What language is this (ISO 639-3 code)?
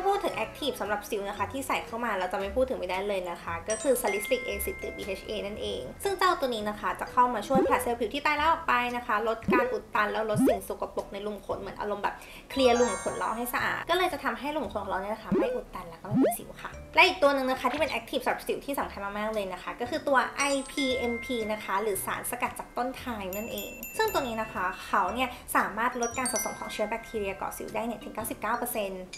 tha